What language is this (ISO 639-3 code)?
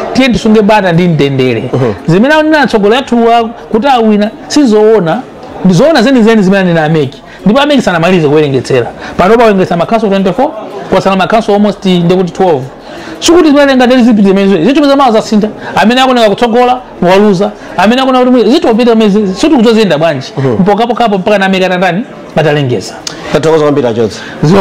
nya